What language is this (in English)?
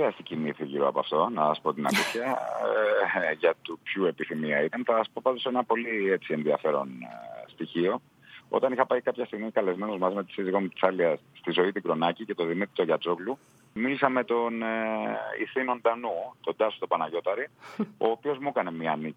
Greek